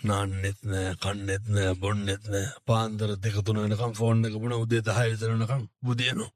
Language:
Sinhala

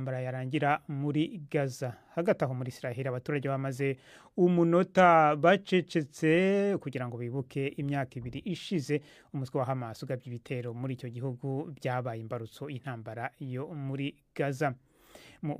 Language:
Kinyarwanda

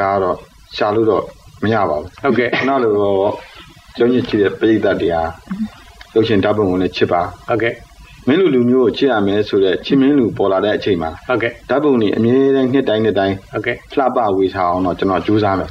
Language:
Burmese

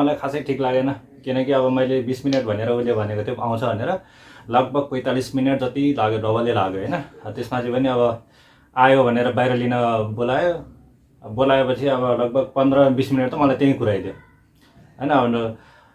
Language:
Nepali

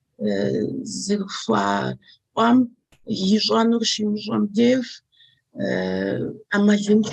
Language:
Kabardian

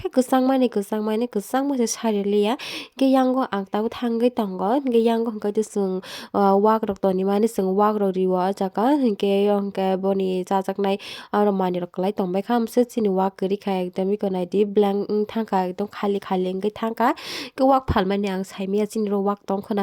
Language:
Kok Borok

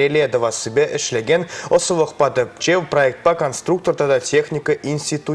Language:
Chuvash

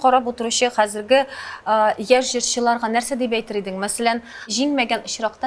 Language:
Tatar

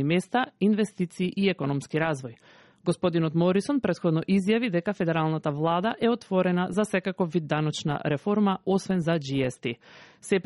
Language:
Macedonian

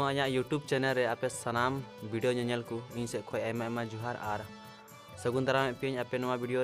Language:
Santali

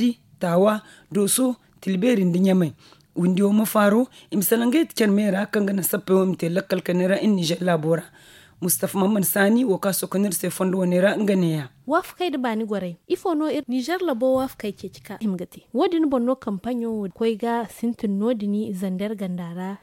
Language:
Zarma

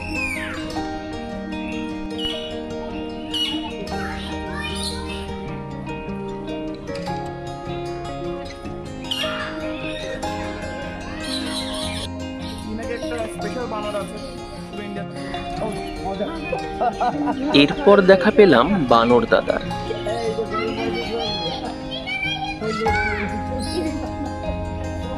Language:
Bangla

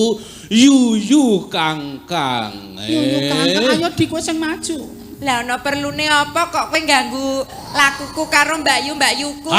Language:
Javanese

